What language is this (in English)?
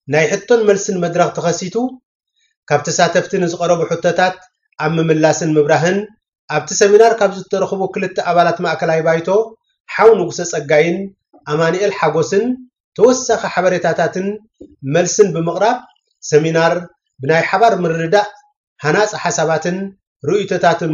Tigrinya